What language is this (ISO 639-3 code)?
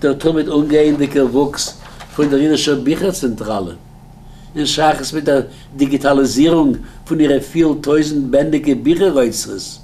yid